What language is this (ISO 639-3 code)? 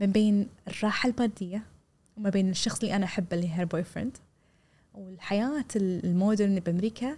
afb